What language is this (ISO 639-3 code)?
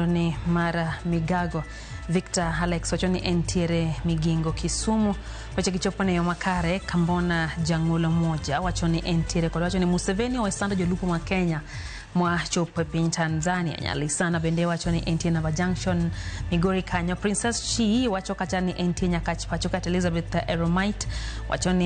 luo